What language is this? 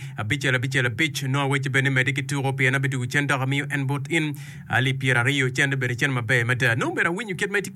Acoli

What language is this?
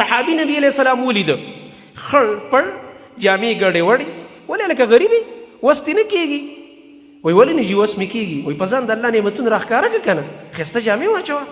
Pashto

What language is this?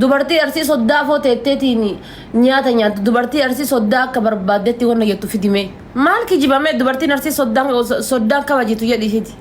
Oromo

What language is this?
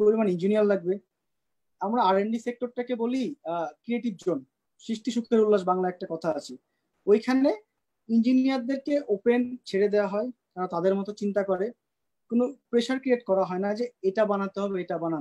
Bangla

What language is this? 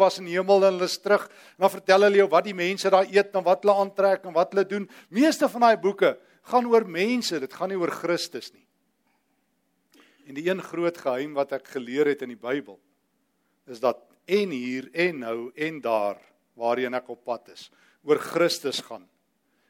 Afrikaans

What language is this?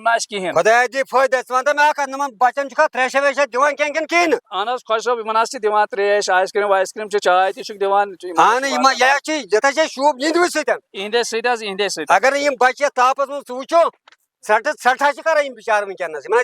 Kashmiri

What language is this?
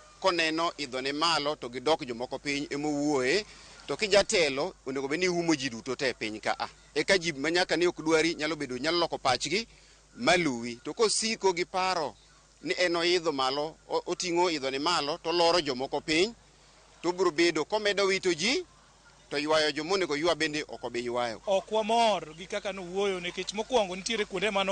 Luo (Kenya and Tanzania)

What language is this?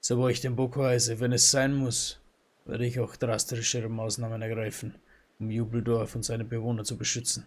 Bavarian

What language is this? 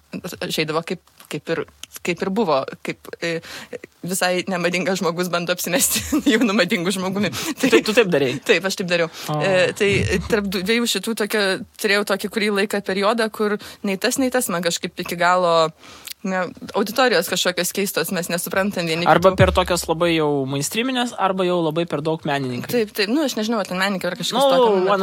Lithuanian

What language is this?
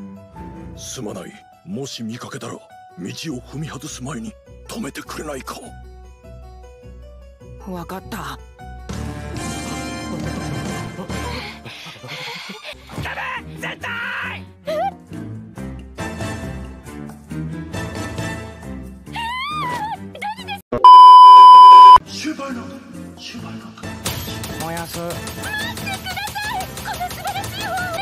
Japanese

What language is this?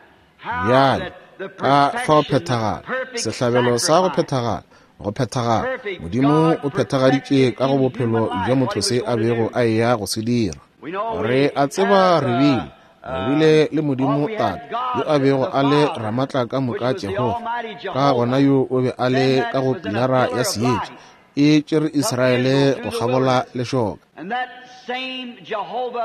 Northern Sotho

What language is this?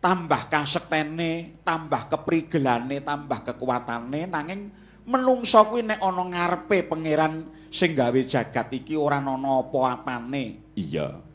Javanese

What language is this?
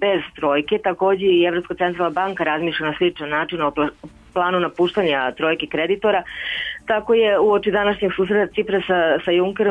Serbian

